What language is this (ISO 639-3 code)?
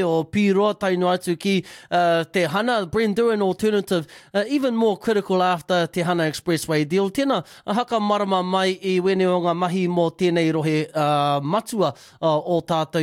mri